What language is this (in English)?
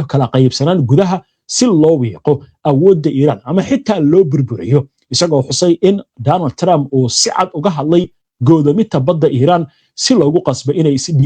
Somali